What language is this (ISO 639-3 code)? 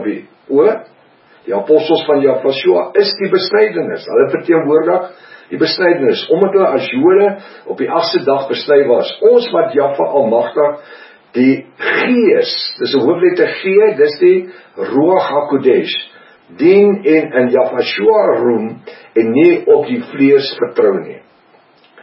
afr